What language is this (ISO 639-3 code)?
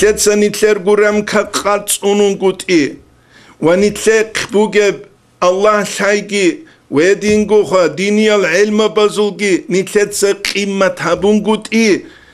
ava